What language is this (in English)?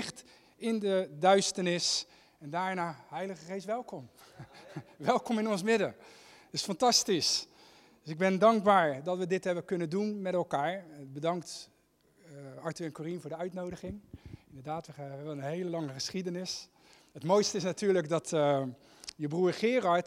Dutch